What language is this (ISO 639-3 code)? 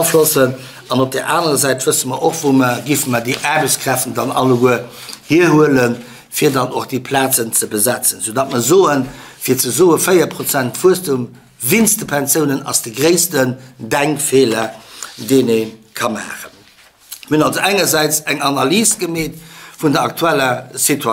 ltz